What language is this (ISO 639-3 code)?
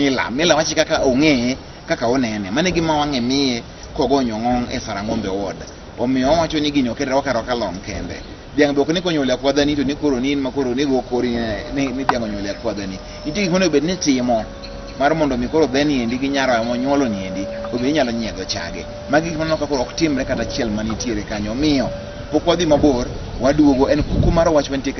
luo